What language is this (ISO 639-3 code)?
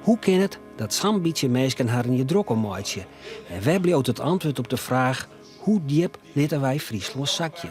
fry